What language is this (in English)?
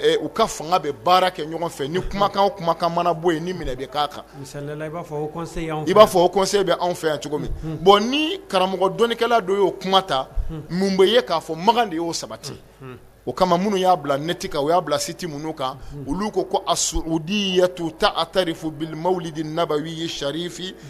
Bambara